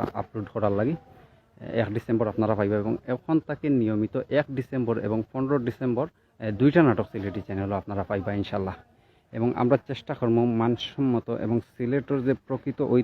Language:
Sylheti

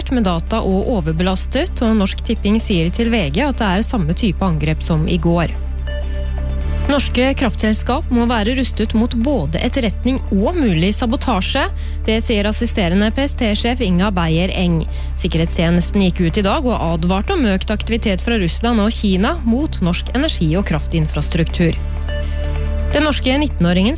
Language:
Norwegian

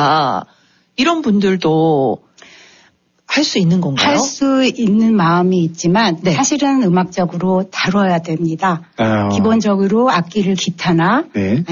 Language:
Korean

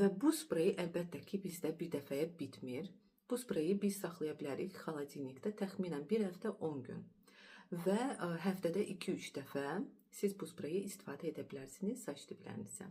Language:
Azerbaijani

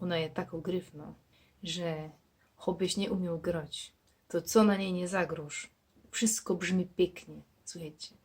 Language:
Silesian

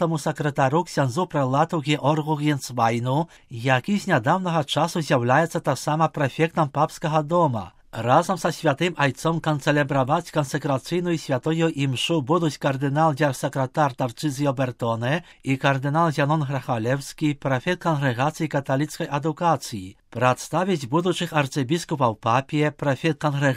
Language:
Belarusian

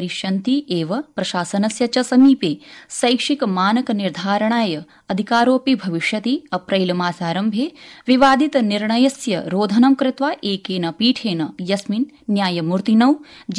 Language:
Sanskrit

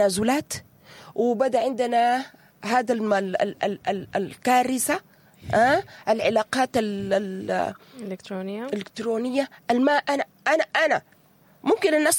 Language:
Sudanese Arabic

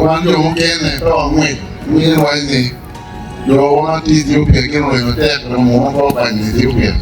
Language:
Acoli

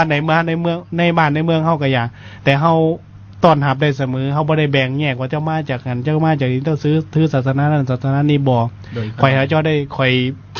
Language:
Lao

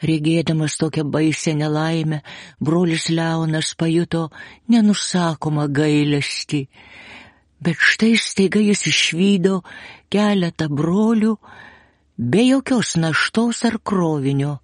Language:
Lithuanian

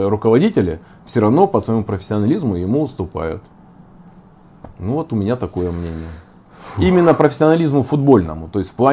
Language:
Russian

